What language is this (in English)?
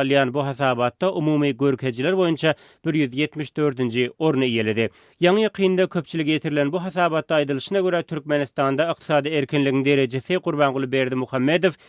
Turkmen